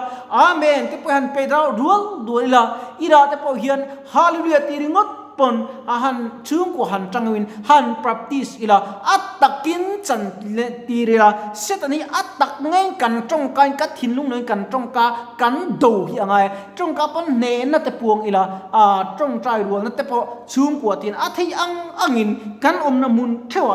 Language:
Mizo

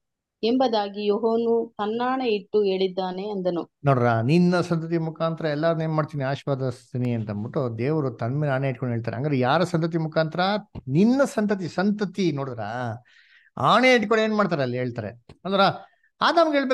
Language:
Kannada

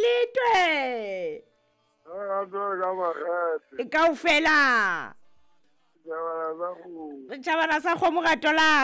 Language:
Southern Sotho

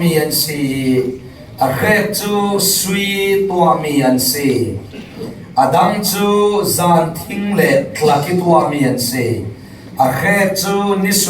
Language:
Falam Chin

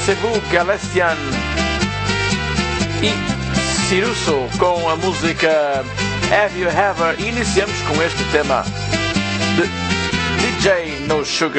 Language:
Portuguese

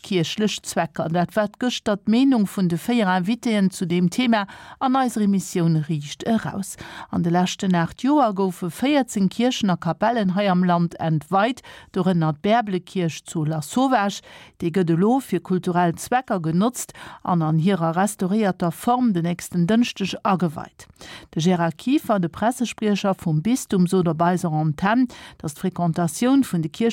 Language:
Luxembourgish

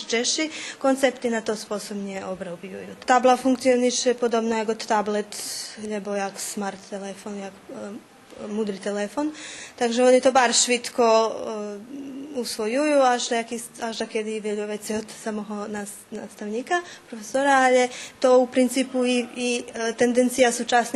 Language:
Rusyn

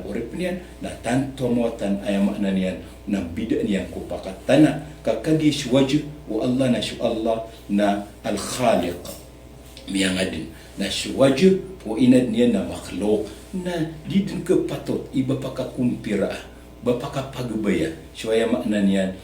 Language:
Maranao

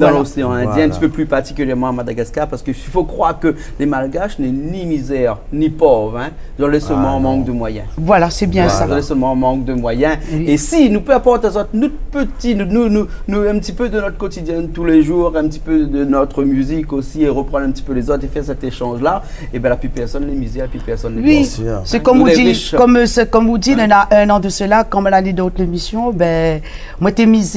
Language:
Réunion Creole French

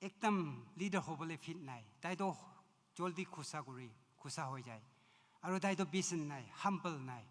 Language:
Naga Pidgin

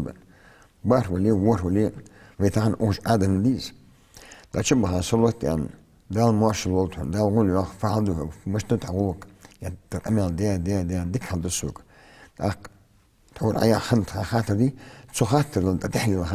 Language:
Ingush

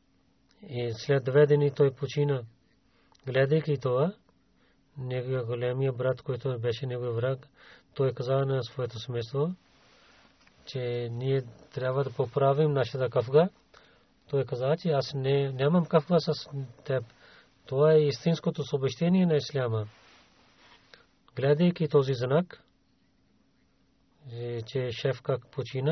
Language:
Bulgarian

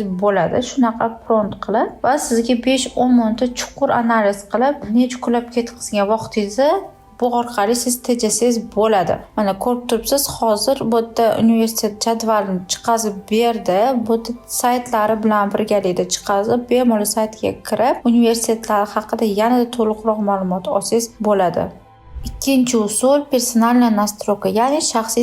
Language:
Uzbek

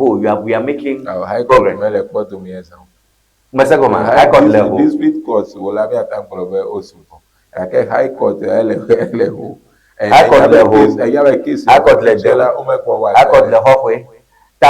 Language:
Ewe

